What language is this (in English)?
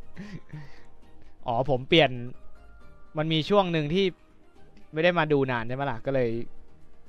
Thai